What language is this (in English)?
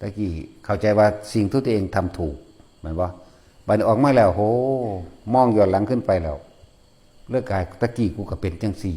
Northeastern Thai